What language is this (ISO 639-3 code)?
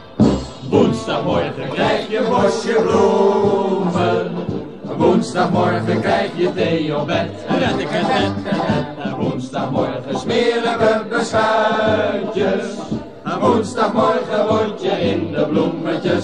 nld